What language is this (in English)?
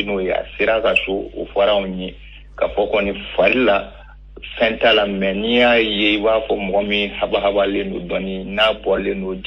Bambara